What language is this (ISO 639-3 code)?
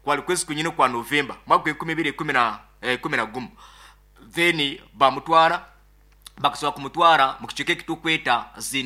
nyo